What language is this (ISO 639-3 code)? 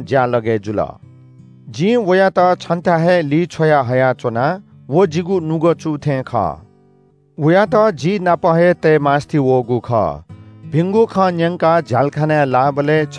new